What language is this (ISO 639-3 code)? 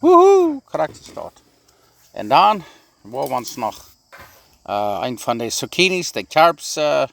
pdt